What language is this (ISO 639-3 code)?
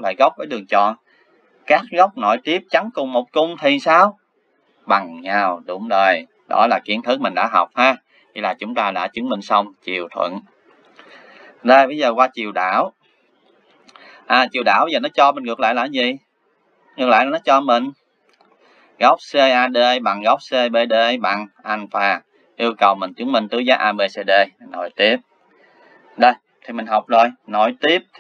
vie